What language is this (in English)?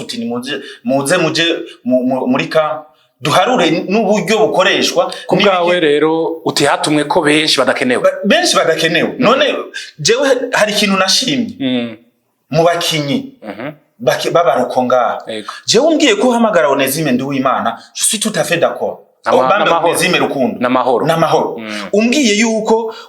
Rundi